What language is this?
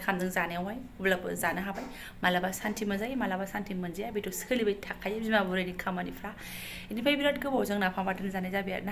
Bodo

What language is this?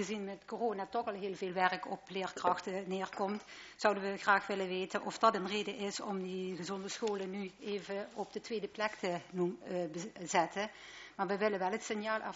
Dutch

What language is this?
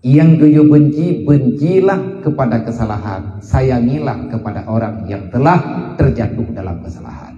Achinese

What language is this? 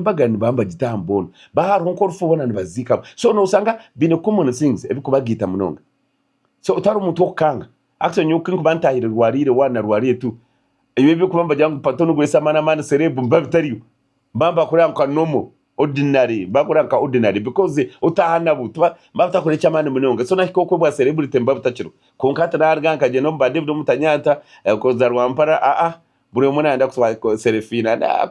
Nyankole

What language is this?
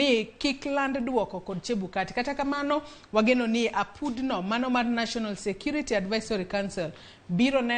Luo (Kenya and Tanzania)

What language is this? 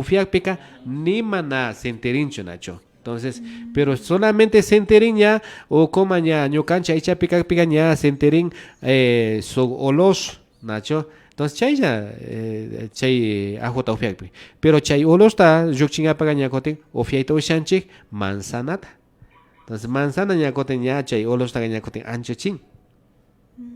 Imbabura Highland Quichua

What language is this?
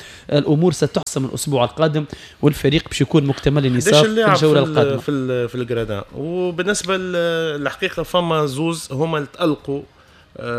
Tunisian Arabic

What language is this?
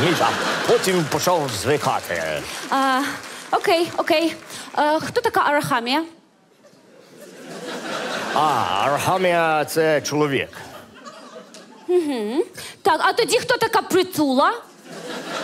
Ukrainian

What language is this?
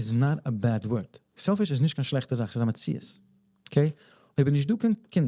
Yiddish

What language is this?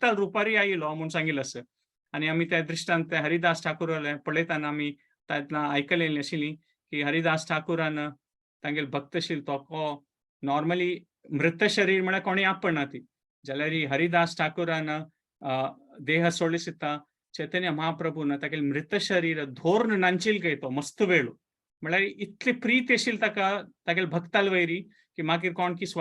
Konkani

